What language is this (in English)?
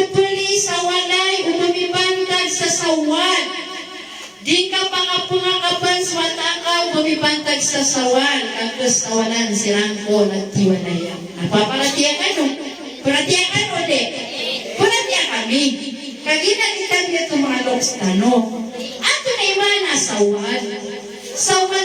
Maranao